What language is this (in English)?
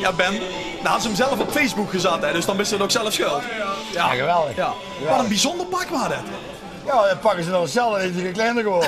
Limburgish